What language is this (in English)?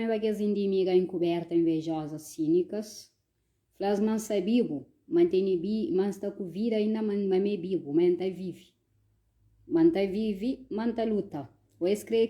Kabuverdianu